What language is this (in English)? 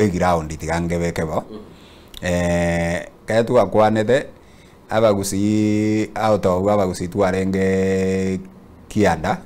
Gusii